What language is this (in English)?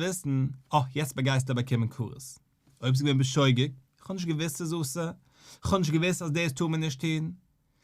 Yiddish